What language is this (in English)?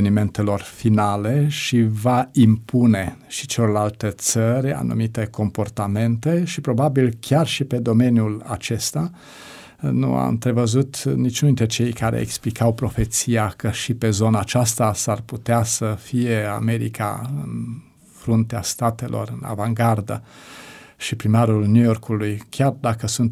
Romanian